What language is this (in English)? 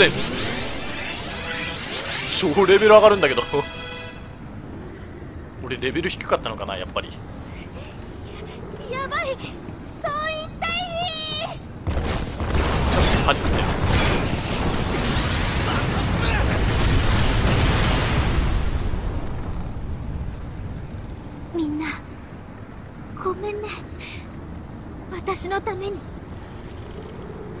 Japanese